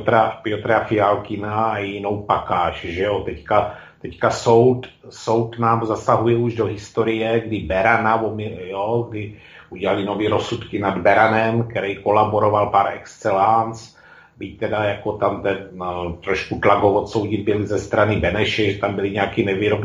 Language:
Czech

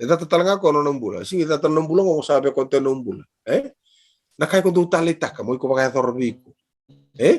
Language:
Fijian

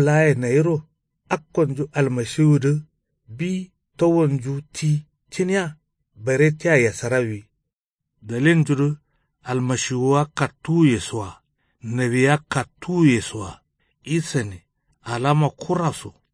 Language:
Kanuri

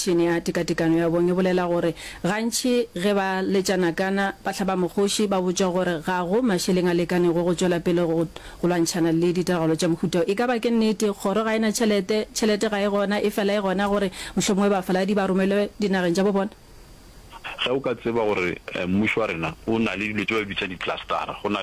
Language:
Northern Sotho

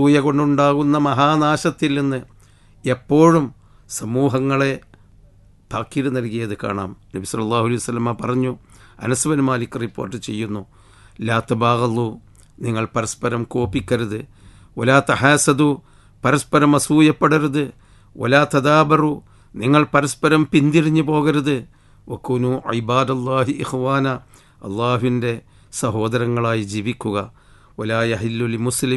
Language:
Malayalam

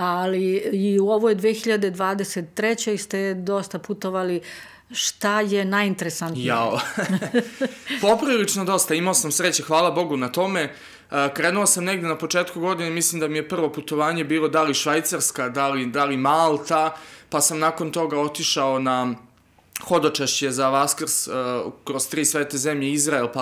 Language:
Serbian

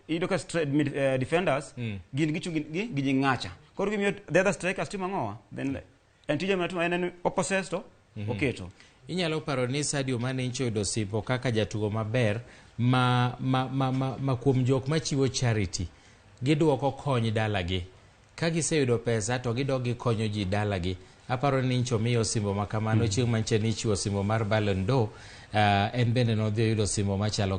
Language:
Luo (Kenya and Tanzania)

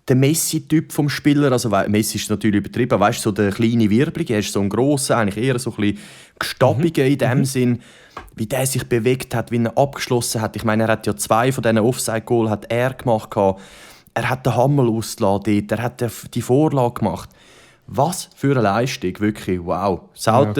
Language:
Swiss German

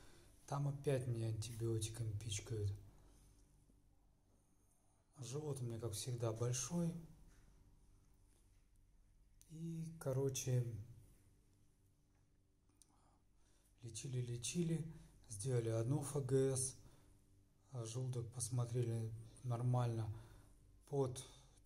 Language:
Russian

